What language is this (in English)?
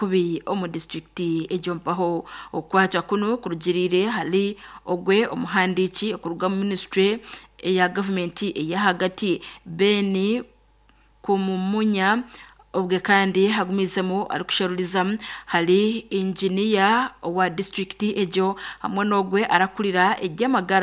Nyankole